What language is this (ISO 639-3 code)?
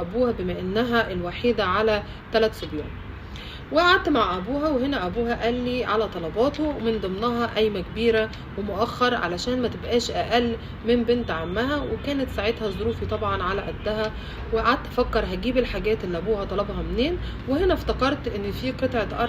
arz